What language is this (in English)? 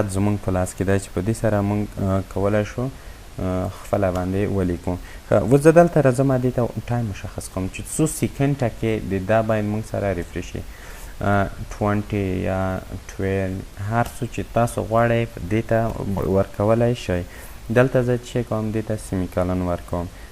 Pashto